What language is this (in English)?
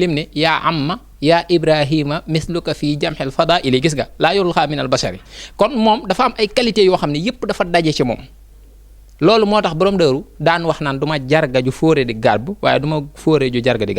Wolof